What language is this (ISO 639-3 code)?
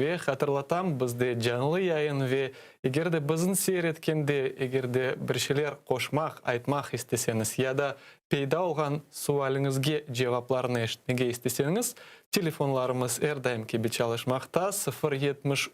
crh